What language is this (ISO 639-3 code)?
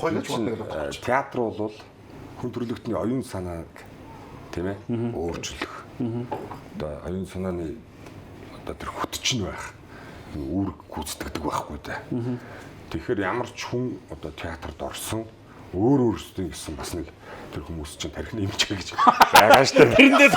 mon